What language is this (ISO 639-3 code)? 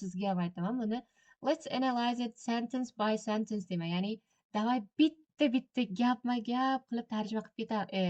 uzb